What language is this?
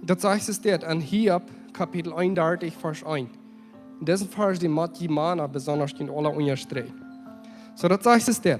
Plautdietsch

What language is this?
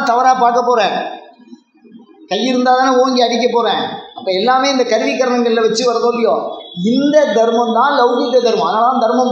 Tamil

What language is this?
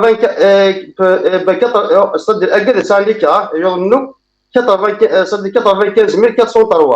Kabyle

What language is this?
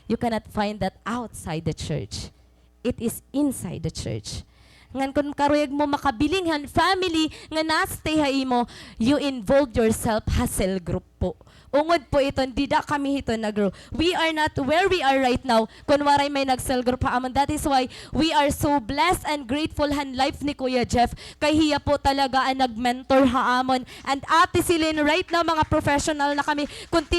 Waray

